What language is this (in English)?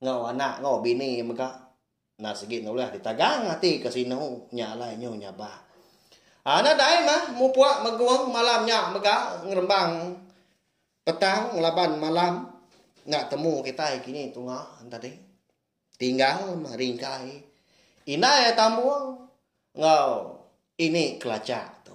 Iban